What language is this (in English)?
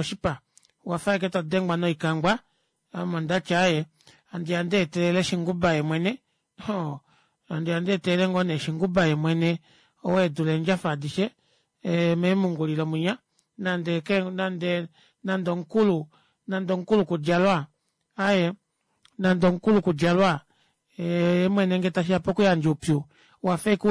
Kuanyama